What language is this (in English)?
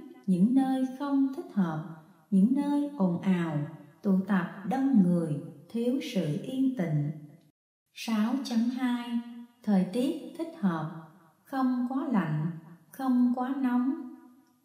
Vietnamese